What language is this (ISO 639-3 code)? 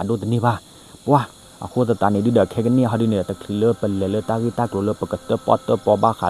ksw